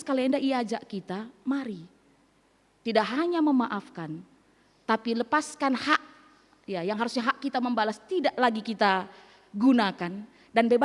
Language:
Batak Karo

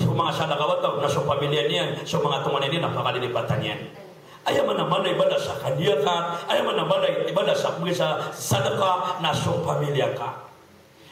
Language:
Maranao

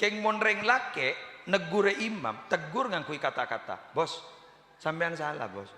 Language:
Madurese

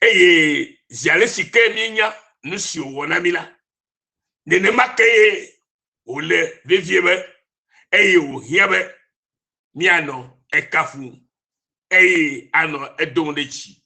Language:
Ewe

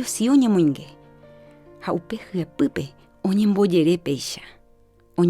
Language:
Guarani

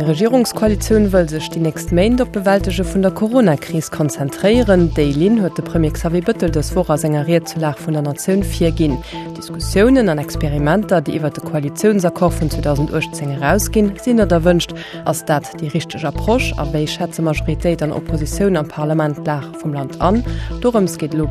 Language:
Luxembourgish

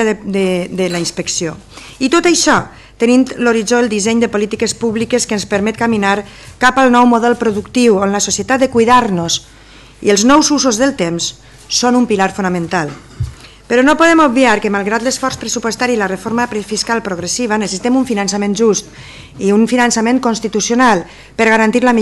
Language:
Catalan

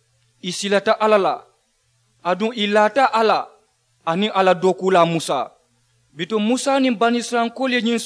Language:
Mandingo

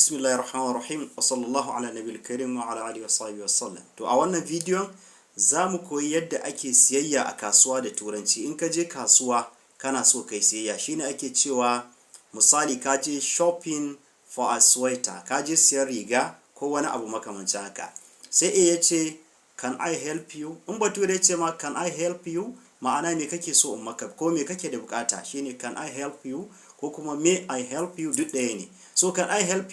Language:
Hausa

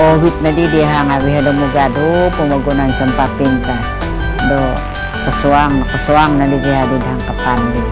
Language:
Central Dusun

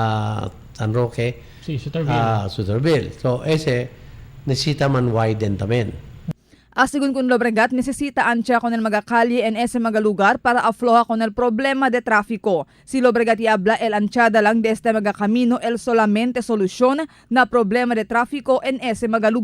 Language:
Chavacano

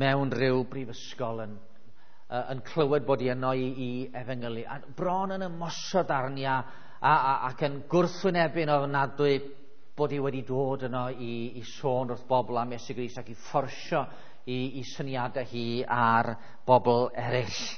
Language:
Welsh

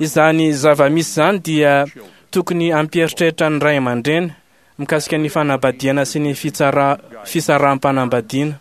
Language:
Malagasy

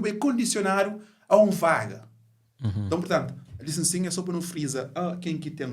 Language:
Kabuverdianu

